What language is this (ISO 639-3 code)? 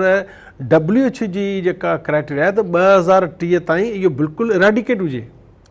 snd